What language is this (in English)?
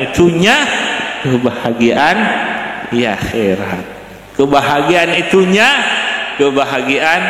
Madurese